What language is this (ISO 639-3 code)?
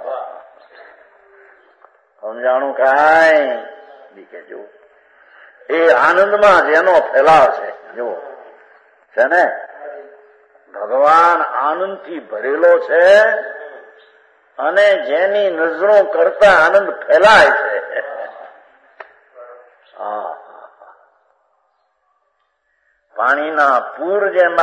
guj